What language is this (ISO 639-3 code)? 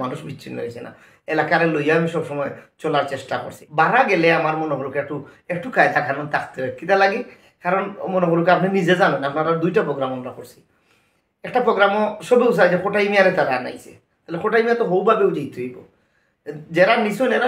syl